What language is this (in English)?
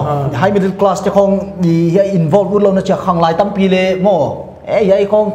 Paite Chin